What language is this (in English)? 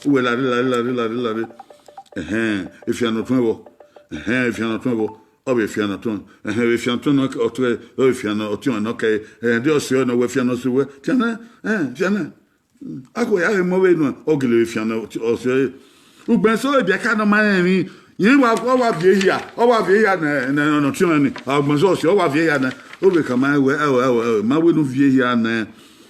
Bini